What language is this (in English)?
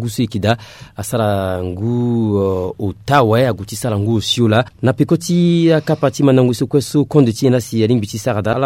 Sango